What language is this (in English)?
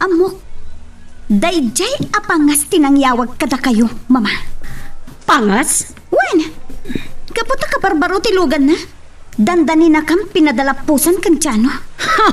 Iloko